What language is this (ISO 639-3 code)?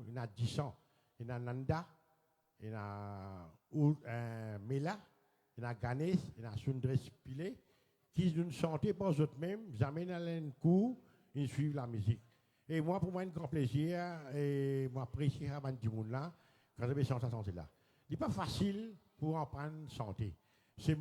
mfe